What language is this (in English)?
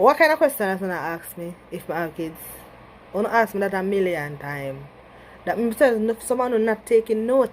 Jamaican Creole English